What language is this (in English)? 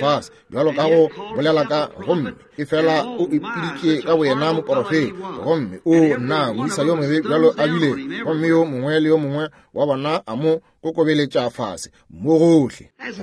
Northern Sotho